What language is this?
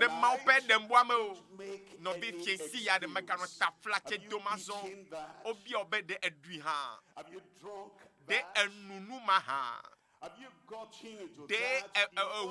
Ewe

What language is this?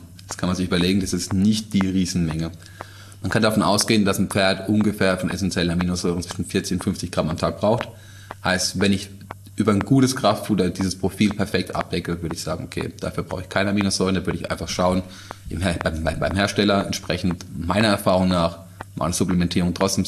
German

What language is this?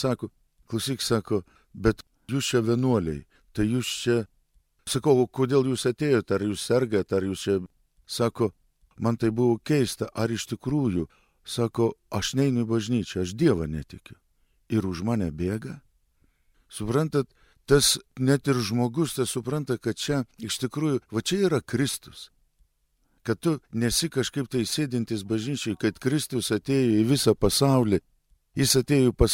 Lithuanian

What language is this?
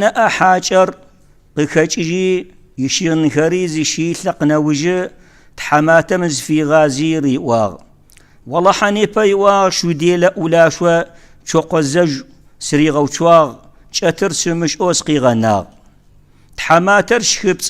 Kabardian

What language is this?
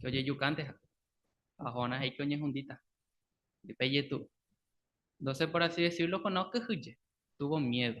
Guarani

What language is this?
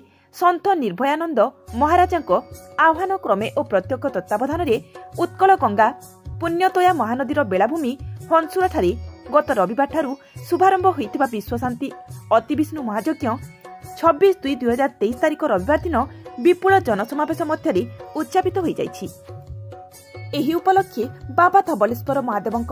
Odia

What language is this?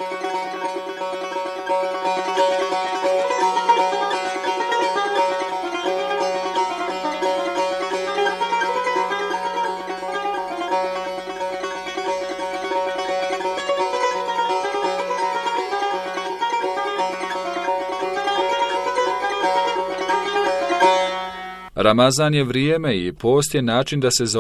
Bosnian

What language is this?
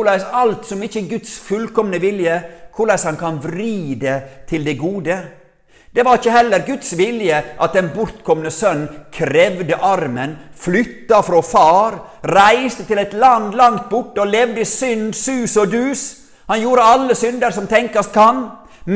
Norwegian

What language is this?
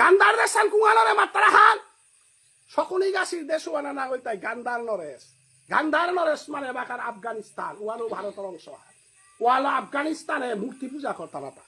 Bishnupriya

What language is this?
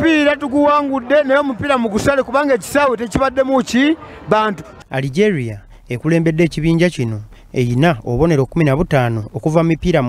Ganda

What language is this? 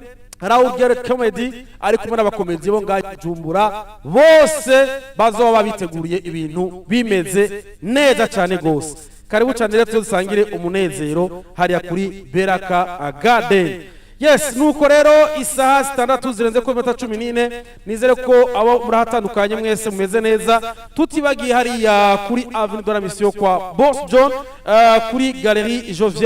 Rundi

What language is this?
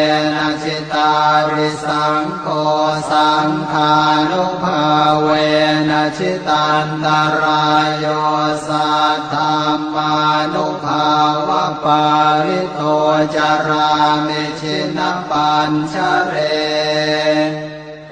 Pali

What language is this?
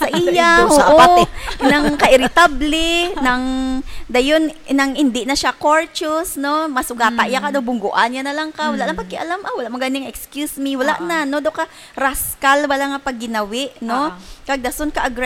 Hiligaynon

